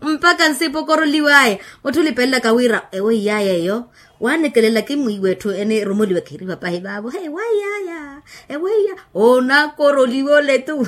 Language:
Makhuwa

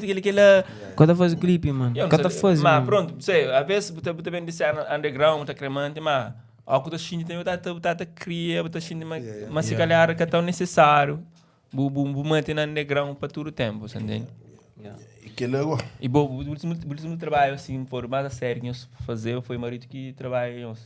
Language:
Kabuverdianu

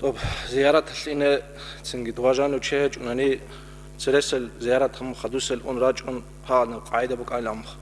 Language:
Avaric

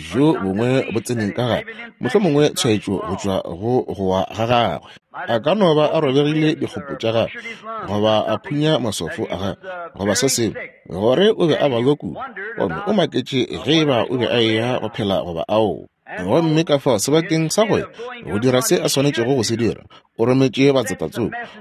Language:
Northern Sotho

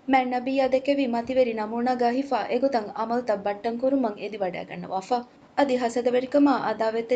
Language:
Divehi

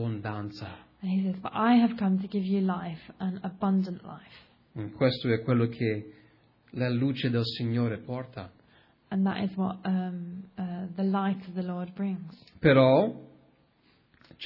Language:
Italian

